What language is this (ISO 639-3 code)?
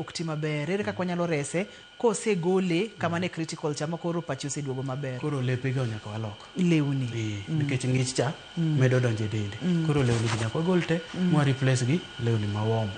luo